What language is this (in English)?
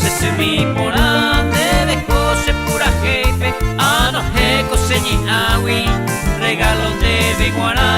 Guarani